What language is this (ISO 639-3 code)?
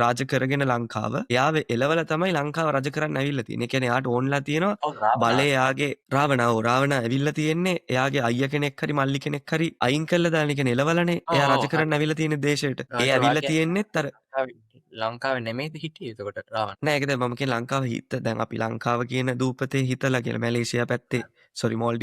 sin